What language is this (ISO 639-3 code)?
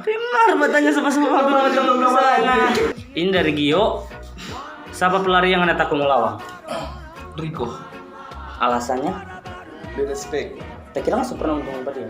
xmm